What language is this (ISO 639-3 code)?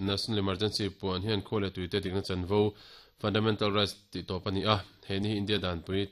lus